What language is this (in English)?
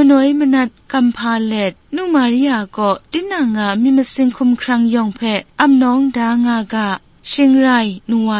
Kachin